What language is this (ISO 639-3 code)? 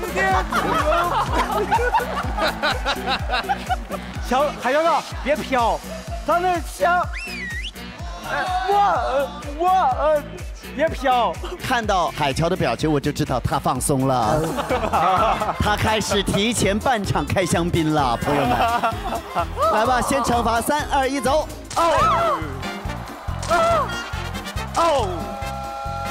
zho